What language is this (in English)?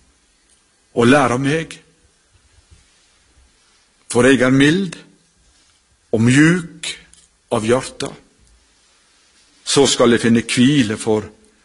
Norwegian